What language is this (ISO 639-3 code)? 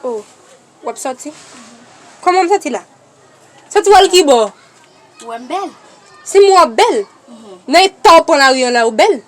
hat